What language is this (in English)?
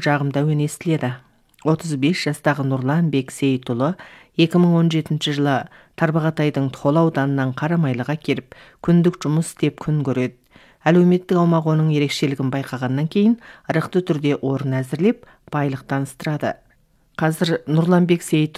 Kazakh